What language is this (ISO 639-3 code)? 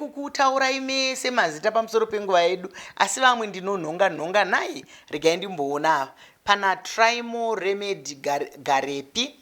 sna